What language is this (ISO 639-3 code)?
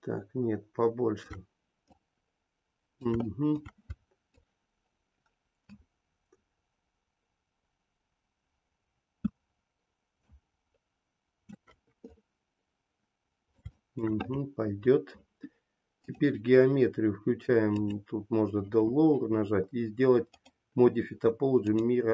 rus